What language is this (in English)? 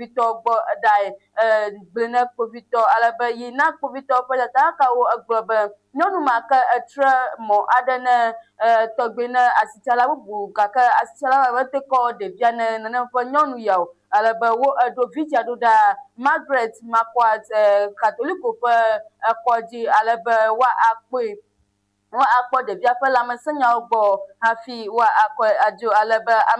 Ewe